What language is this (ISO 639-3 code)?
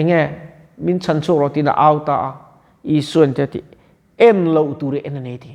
lus